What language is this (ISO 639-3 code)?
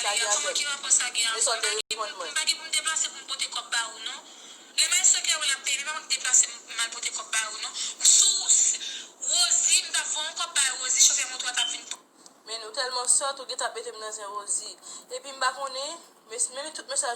hat